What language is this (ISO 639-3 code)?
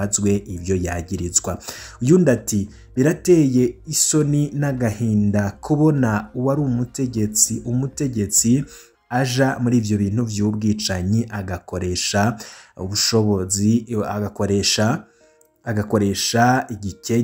run